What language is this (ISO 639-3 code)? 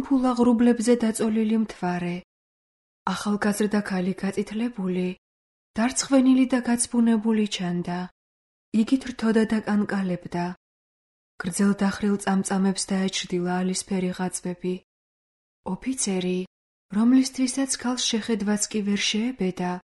kat